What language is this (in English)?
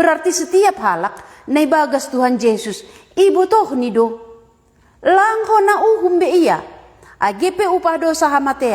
Batak Simalungun